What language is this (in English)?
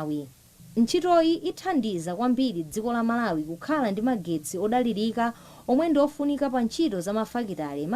Nyanja